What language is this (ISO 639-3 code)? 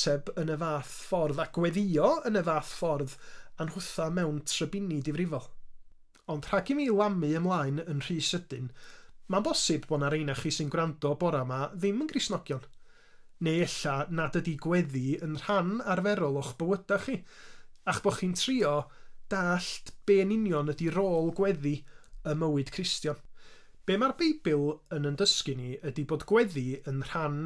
cym